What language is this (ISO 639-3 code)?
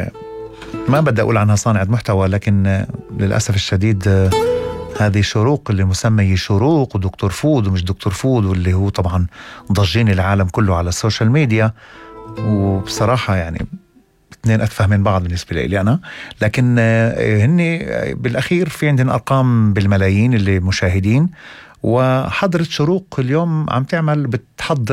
apc